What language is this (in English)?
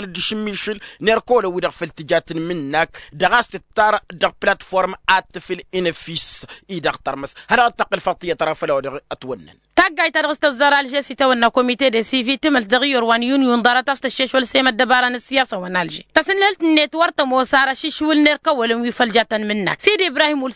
Tamasheq